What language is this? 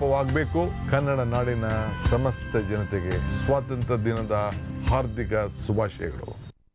Kannada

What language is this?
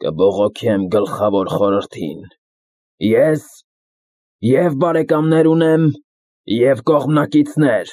Armenian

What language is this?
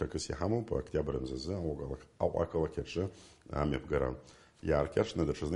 Abkhazian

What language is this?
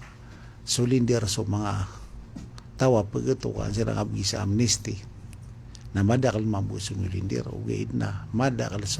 Maranao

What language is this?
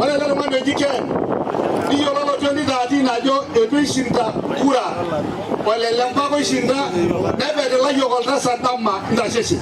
Masai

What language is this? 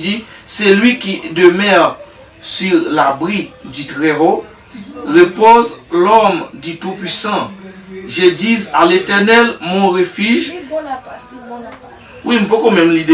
Haitian Creole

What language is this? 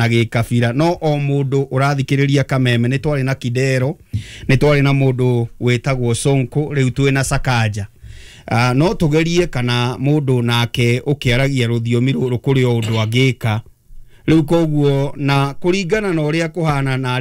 Kikuyu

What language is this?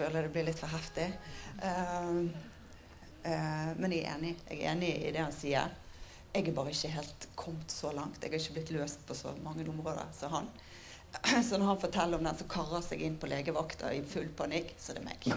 Norwegian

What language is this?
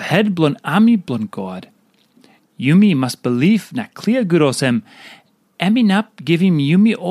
Tok Pisin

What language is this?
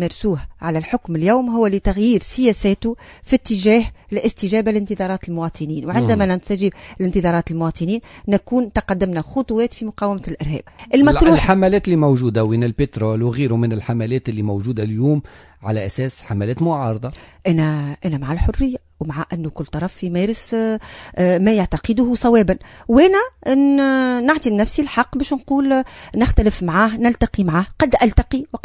Tunisian Arabic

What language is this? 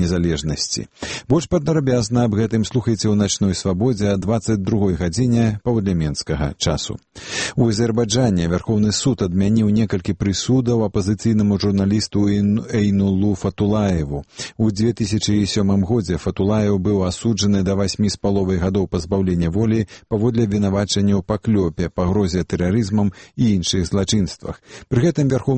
Belarusian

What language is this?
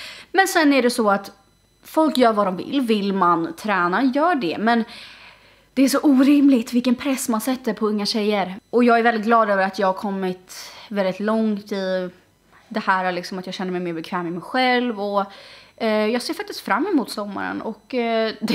Swedish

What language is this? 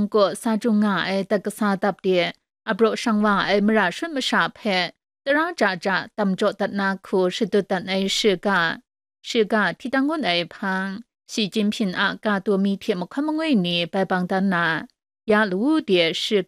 Kachin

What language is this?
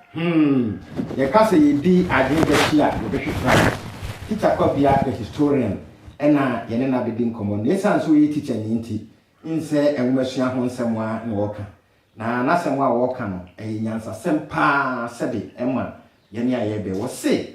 Akan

